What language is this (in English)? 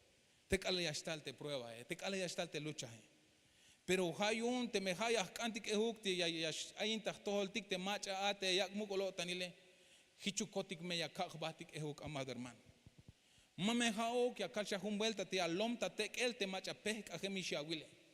Tzeltal